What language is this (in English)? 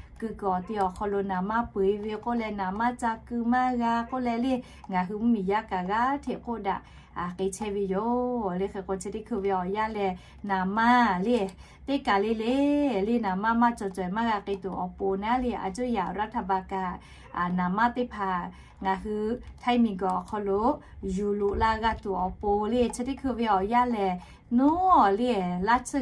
Lahu